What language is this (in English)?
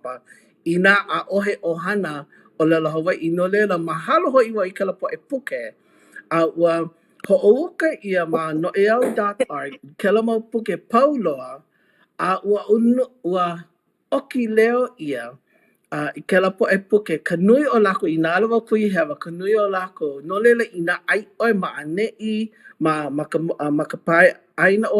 Hawaiian